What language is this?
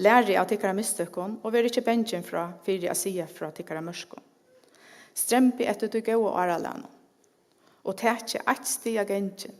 Faroese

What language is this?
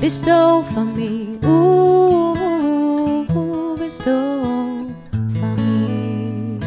Western Frisian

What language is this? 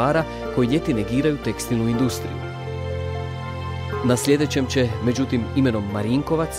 Croatian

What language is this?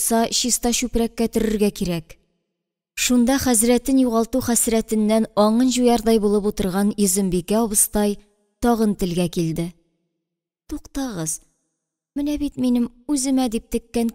Tatar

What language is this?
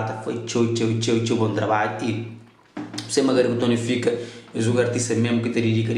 Kabuverdianu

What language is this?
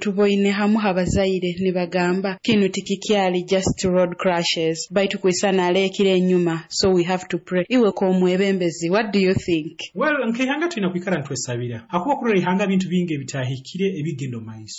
Nyoro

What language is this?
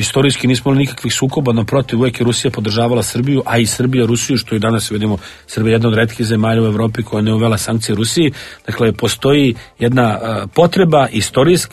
Serbian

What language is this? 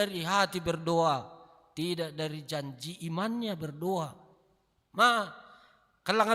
Batak Simalungun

